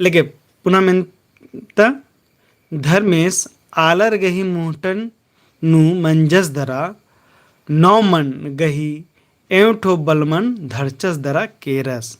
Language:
Kurukh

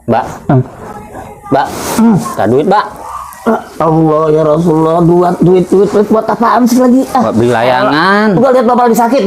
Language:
Betawi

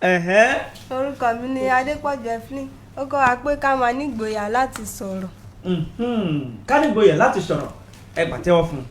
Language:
Yoruba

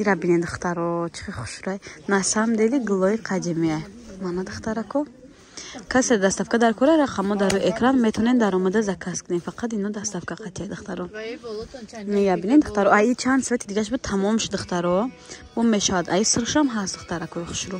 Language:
Tajik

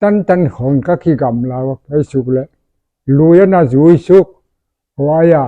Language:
Paite Chin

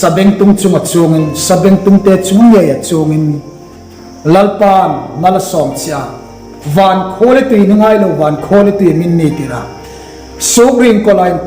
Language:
Hmar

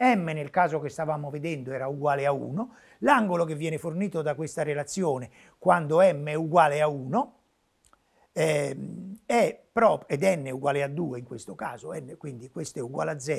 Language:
Italian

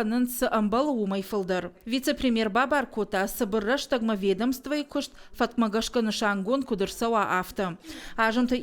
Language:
Ossetic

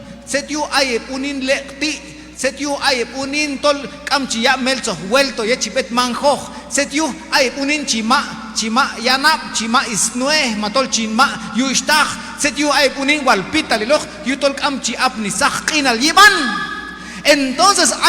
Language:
Q'anjob'al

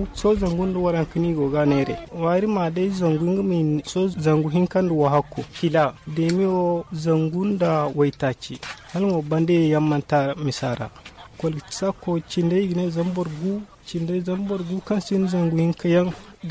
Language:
Zarma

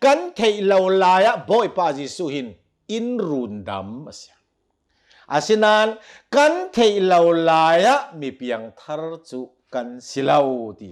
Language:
Hakha Chin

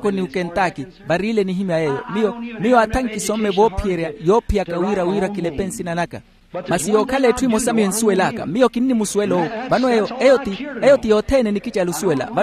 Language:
Makhuwa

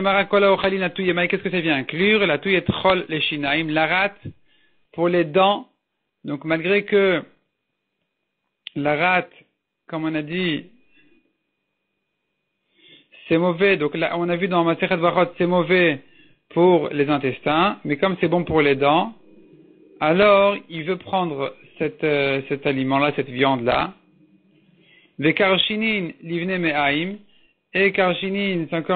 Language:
French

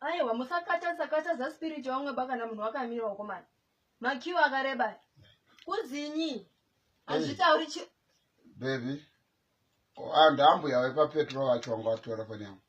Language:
Shona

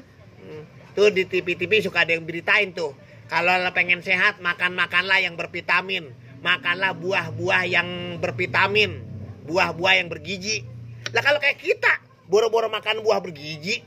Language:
Betawi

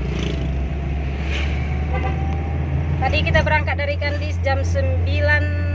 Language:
Indonesian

